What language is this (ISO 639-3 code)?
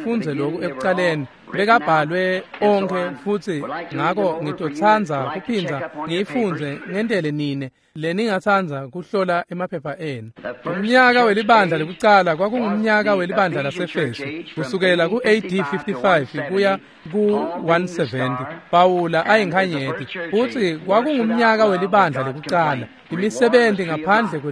ssw